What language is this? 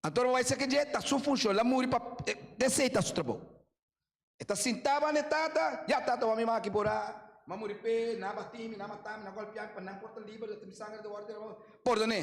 Papiamento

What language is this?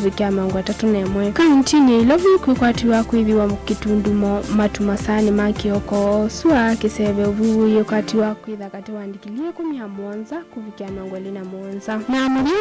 Kamba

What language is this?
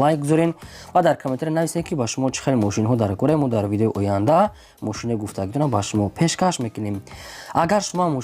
Tajik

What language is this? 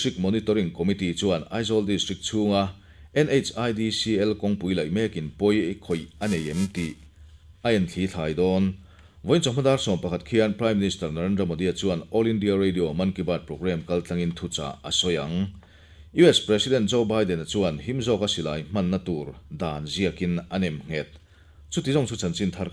Mizo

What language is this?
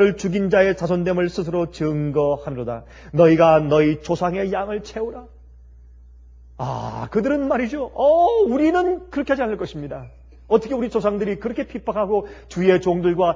Korean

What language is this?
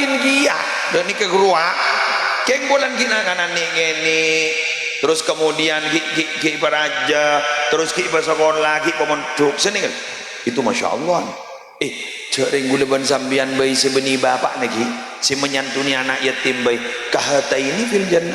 Madurese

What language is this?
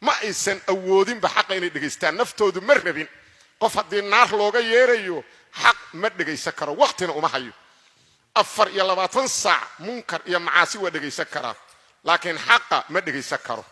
Somali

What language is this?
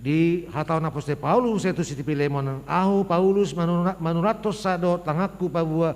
Batak Toba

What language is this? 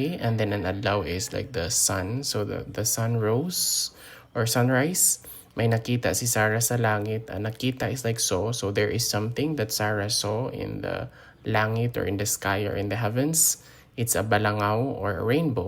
Hiligaynon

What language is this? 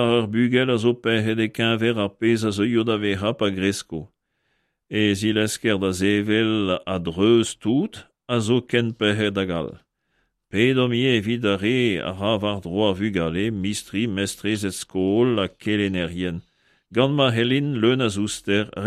Breton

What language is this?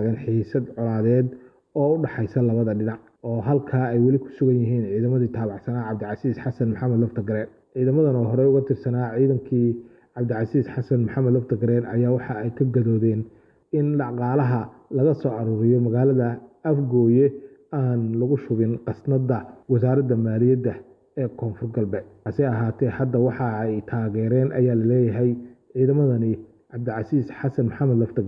Somali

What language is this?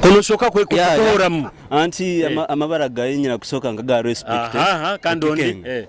Nyoro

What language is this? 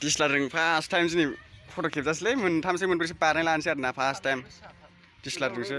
Bodo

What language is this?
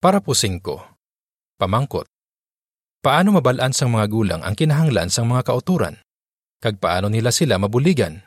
Hiligaynon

